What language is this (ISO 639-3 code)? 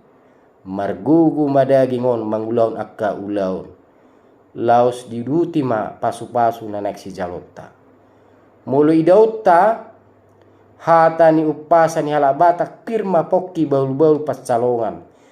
bbc